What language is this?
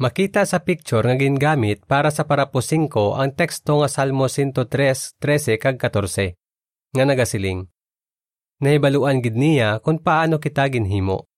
Hiligaynon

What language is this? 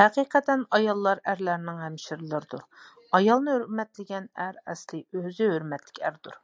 Uyghur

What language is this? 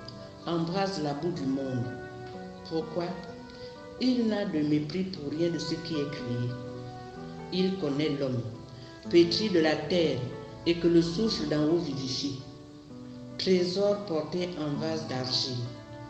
French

